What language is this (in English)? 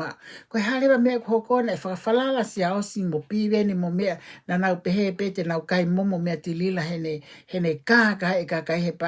Tongan